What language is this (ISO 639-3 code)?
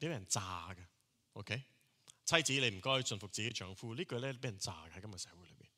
yue